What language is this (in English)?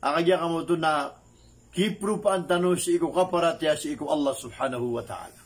Maranao